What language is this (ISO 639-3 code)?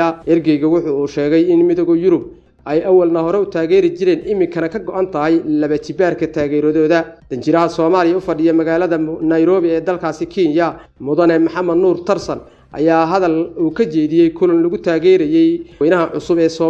som